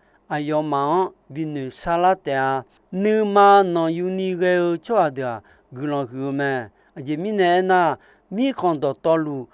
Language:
Akha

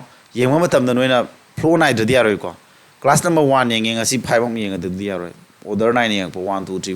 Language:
Manipuri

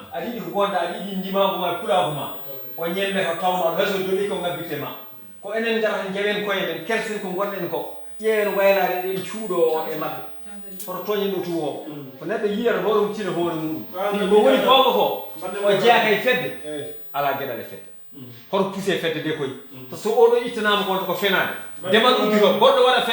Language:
Fula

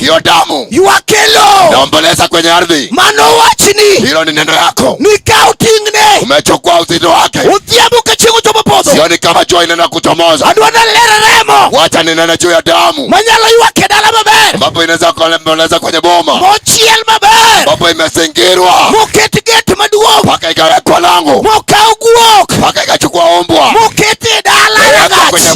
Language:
Luo (Kenya and Tanzania)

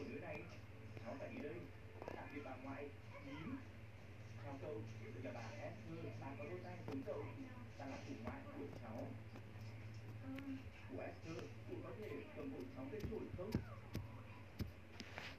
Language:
Vietnamese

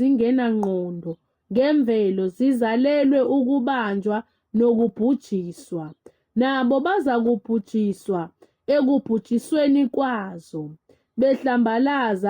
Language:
Zulu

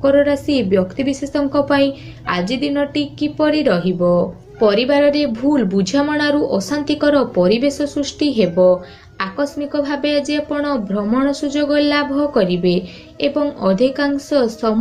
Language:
Odia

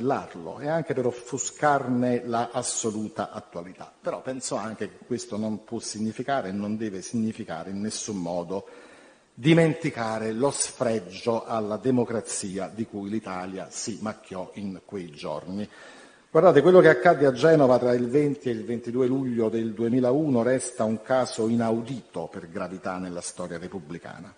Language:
Italian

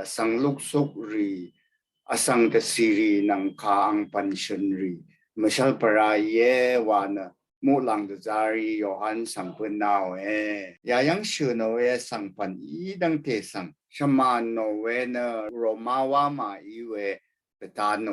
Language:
Rawang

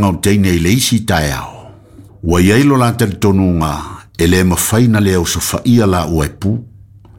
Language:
Samoan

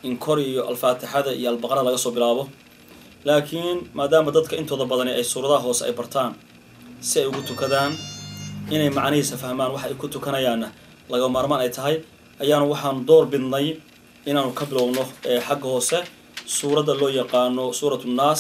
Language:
Somali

